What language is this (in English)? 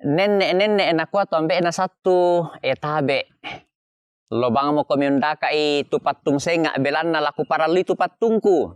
Toraja-Sa'dan